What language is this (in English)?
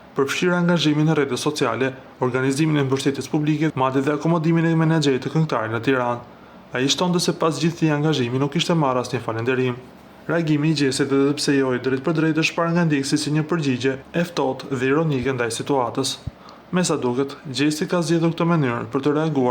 Albanian